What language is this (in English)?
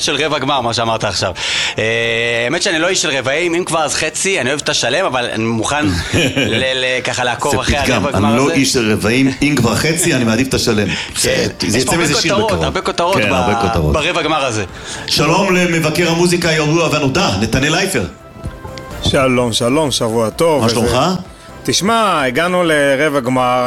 Hebrew